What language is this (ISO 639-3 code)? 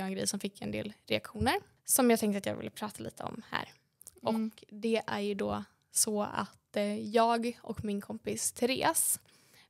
swe